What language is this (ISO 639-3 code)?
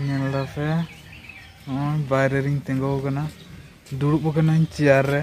sat